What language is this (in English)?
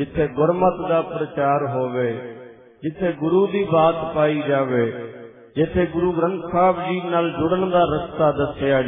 Punjabi